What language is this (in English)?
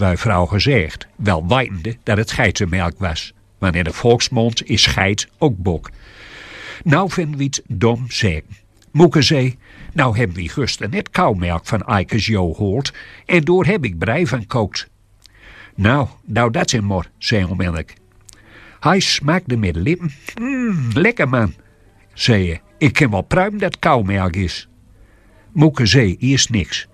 Gronings